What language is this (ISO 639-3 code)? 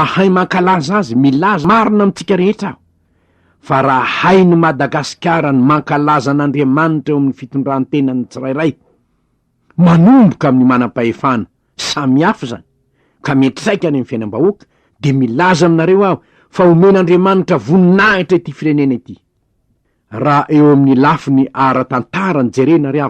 mlg